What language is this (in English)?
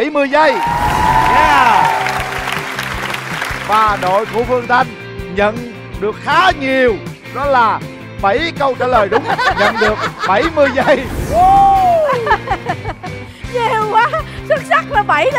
Vietnamese